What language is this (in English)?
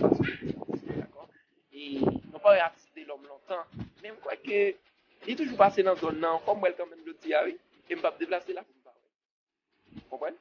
Haitian Creole